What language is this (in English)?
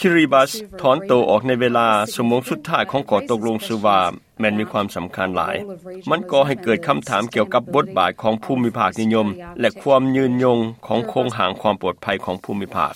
Lao